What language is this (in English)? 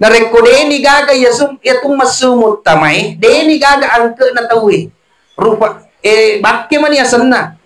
Buginese